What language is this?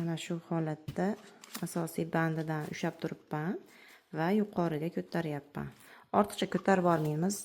Uzbek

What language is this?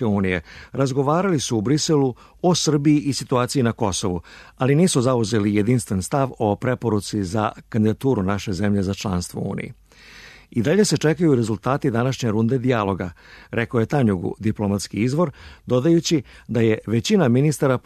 Serbian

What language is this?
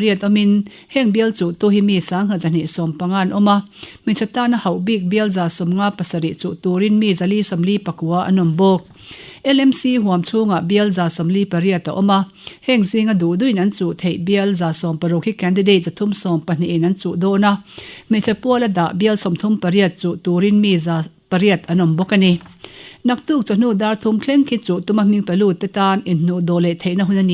Mizo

